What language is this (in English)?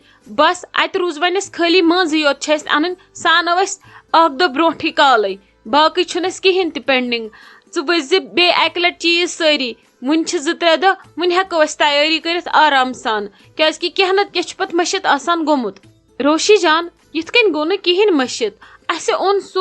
Kashmiri